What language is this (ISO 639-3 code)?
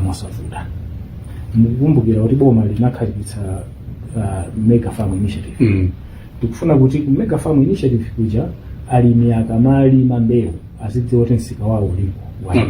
nya